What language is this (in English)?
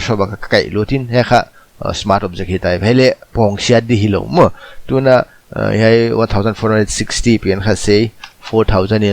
Paite Chin